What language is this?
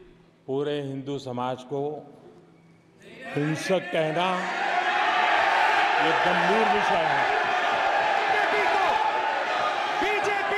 Hindi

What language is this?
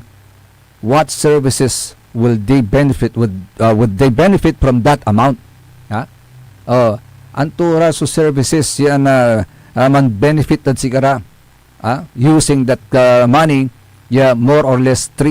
Pangasinan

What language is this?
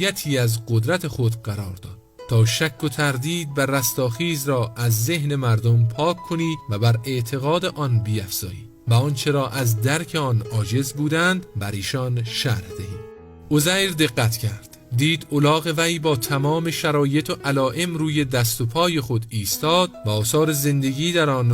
Persian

